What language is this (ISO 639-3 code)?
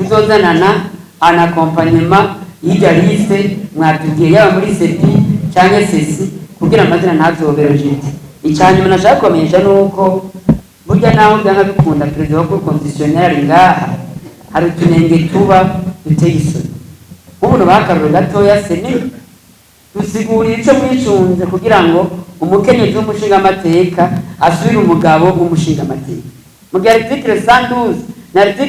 run